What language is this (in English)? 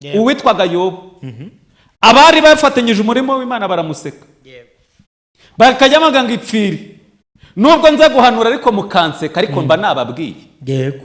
Kinyarwanda